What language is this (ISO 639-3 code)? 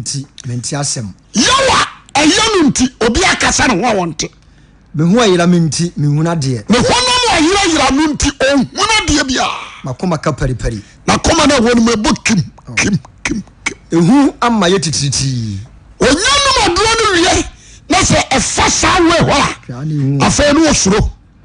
aka